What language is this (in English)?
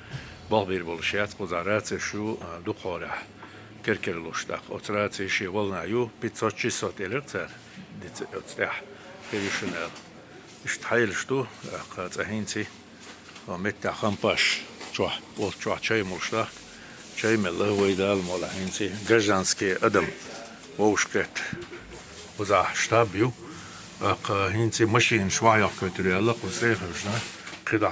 Chechen